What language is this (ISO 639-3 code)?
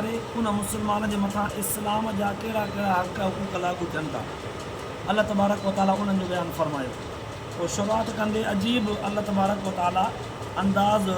snd